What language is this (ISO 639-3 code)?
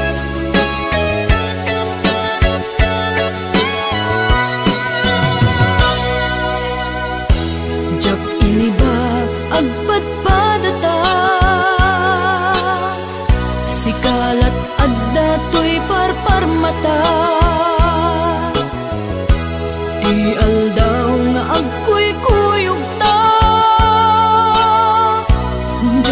ilo